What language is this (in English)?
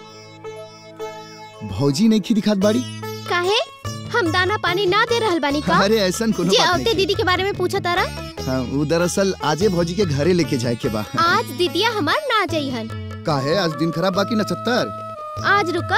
Bhojpuri